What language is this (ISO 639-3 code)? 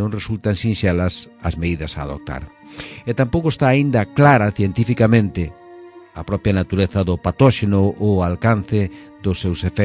glg